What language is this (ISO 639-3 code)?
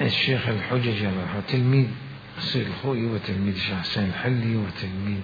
acm